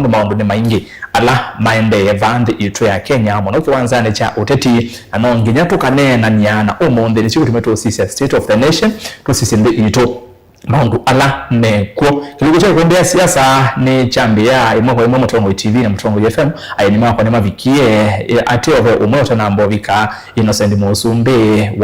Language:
Kamba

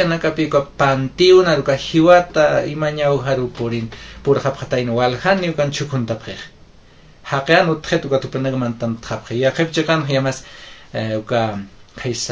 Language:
Aymara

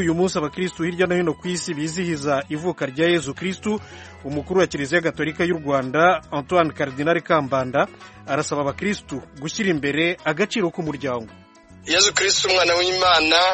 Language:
Kinyarwanda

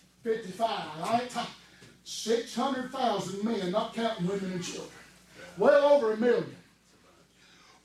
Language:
English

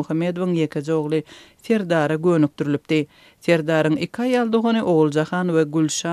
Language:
Turkmen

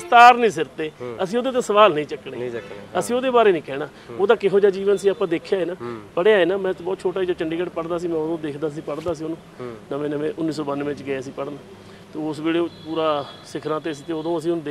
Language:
Punjabi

